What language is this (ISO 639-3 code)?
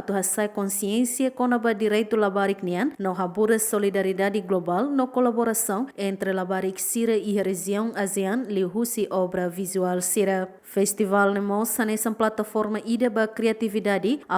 tet